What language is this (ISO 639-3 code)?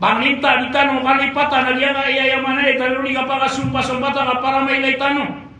mrw